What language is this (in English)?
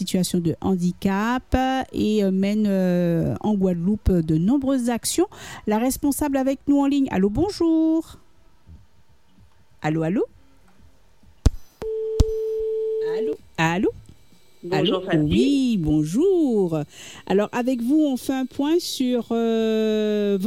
French